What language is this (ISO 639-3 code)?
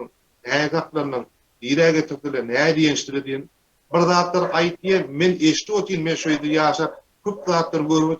tuk